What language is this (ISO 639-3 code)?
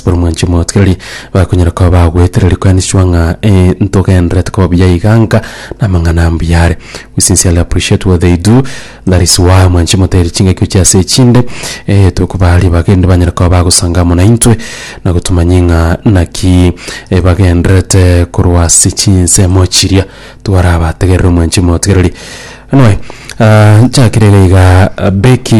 guz